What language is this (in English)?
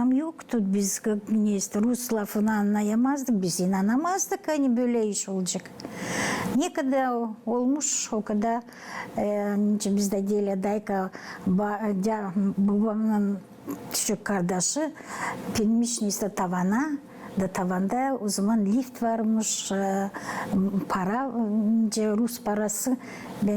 Gagauz